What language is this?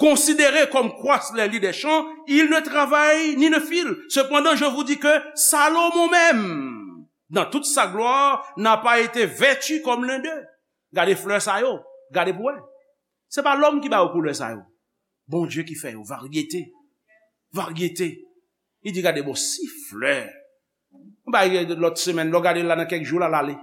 Haitian Creole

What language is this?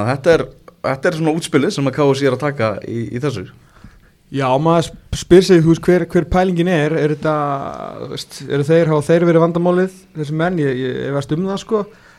Icelandic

